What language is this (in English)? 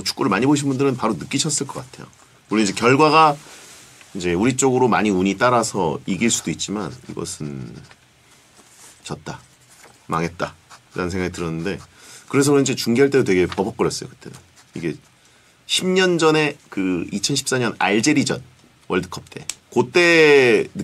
Korean